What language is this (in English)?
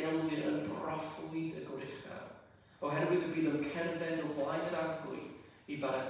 Welsh